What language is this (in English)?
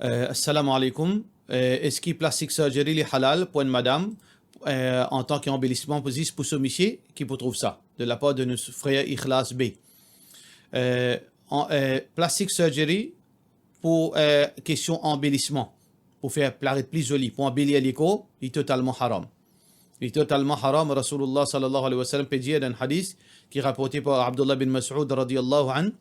Morisyen